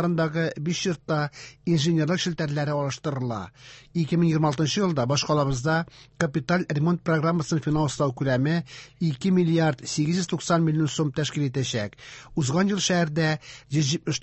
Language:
Tatar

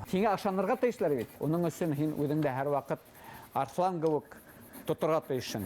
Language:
Bashkir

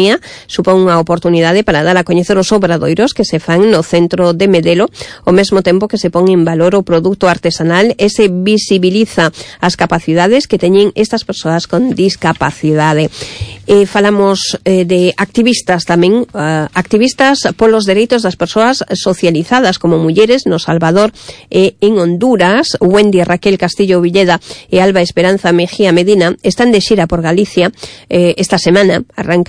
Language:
Galician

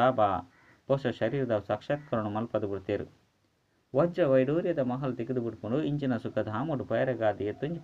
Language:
Tulu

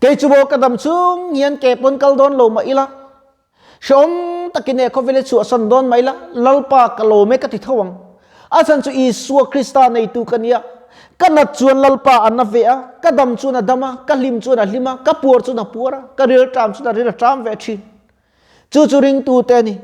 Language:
Mizo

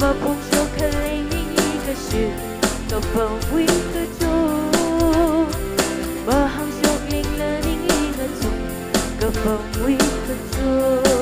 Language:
Tangkhul Naga (India)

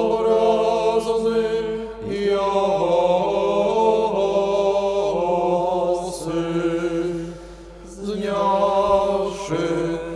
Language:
Ukrainian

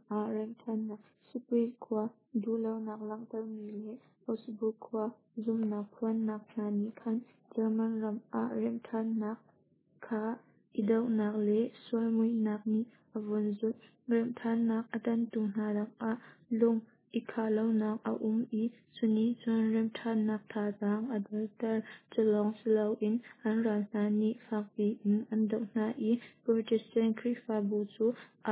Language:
Hakha Chin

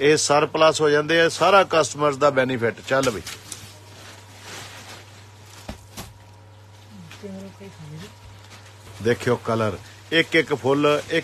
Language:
Punjabi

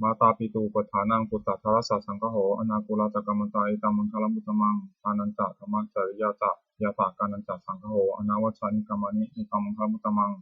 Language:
Pali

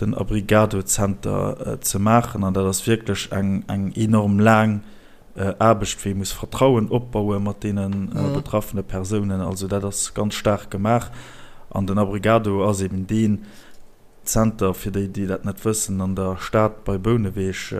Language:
Luxembourgish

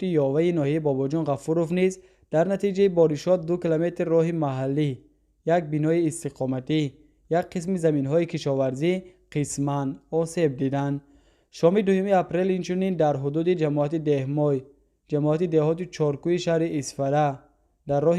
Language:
Tajik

